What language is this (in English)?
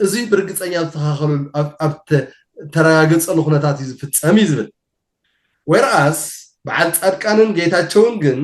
Tigrinya